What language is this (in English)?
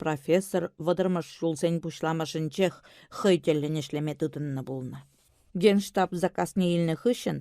Chuvash